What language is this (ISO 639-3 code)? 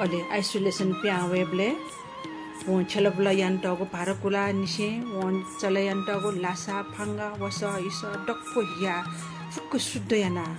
new